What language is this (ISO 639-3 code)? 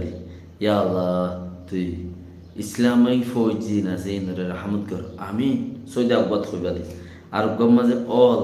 rhg